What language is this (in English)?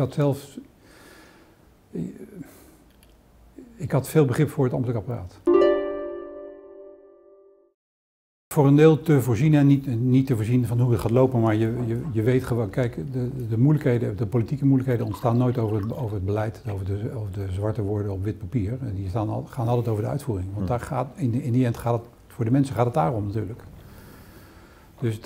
Dutch